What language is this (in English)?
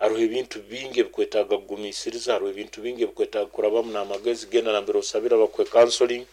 Nyoro